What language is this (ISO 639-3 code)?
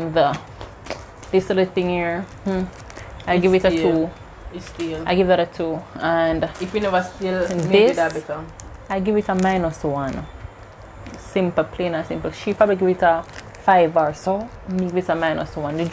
jam